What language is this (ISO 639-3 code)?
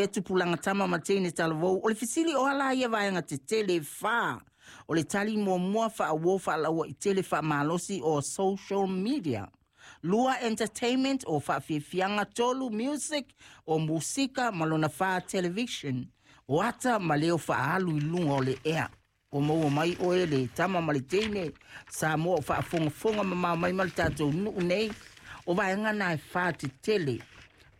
smo